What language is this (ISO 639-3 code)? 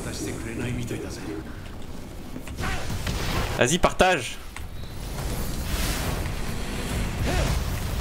fra